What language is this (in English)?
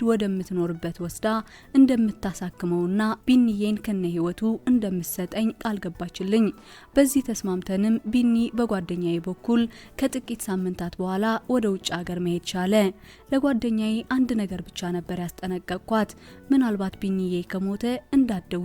Amharic